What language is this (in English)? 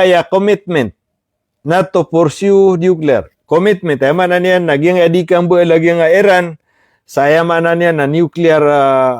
Maranao